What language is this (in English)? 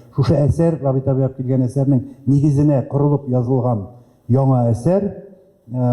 Tatar